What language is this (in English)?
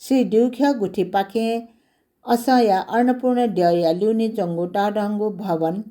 Newari